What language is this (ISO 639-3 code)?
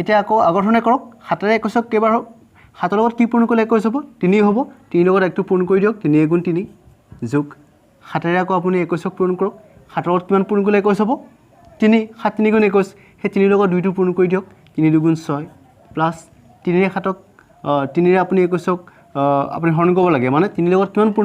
asm